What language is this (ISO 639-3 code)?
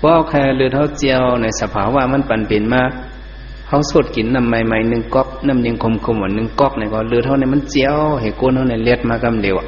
shn